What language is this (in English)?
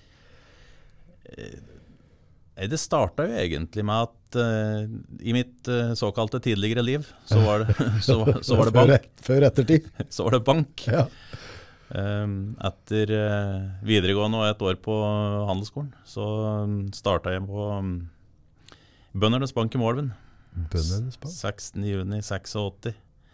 Norwegian